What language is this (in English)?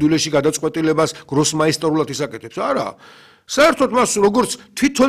Georgian